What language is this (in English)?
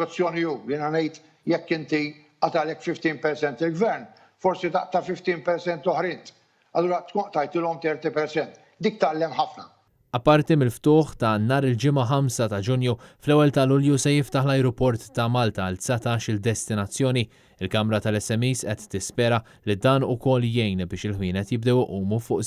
Maltese